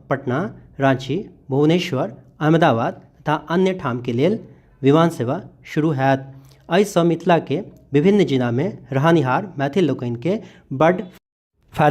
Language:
Maithili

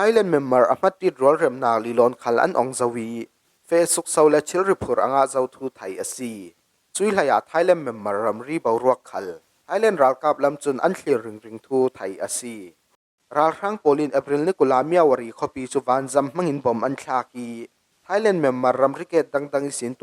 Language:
Falam Chin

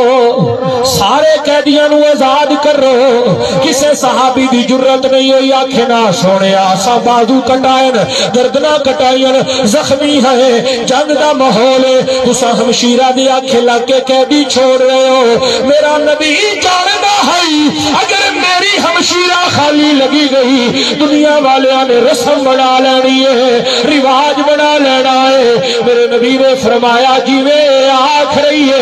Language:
Saraiki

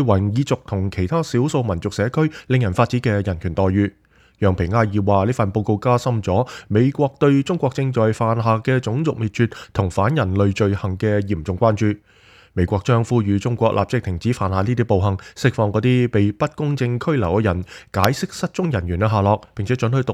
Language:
Cantonese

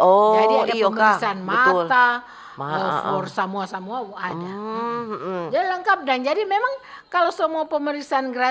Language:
Manado Malay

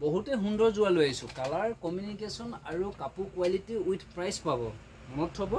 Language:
Assamese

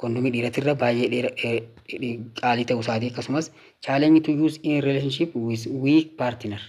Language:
Oromo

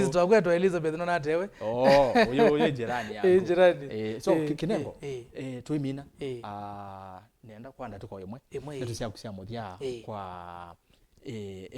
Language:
Kamba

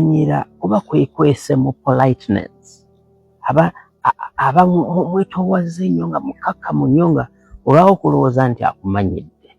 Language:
Ganda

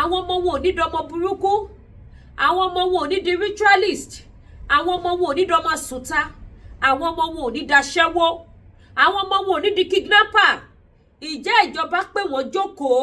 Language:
Yoruba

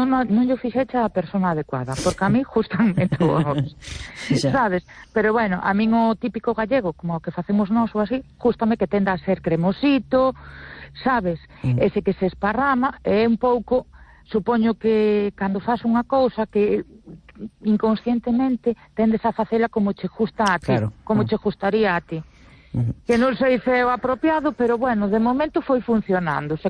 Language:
Galician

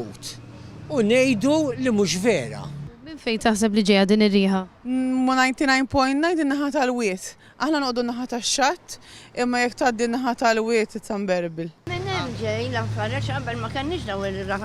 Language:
Maltese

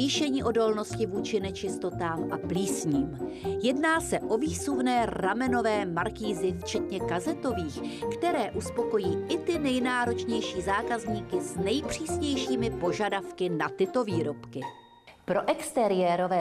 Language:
Czech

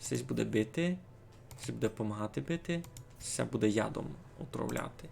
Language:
Rusyn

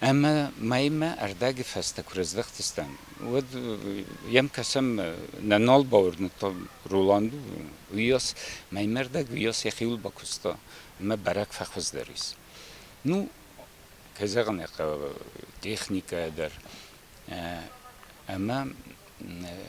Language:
Ossetic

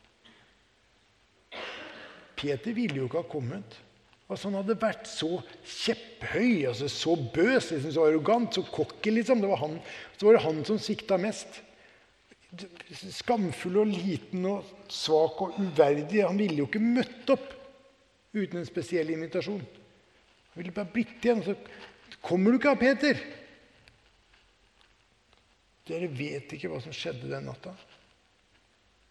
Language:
Norwegian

